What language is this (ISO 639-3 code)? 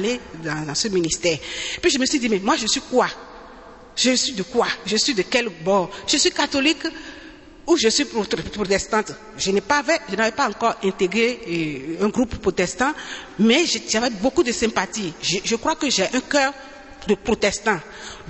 fra